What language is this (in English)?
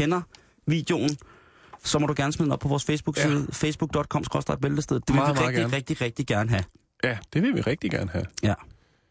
Danish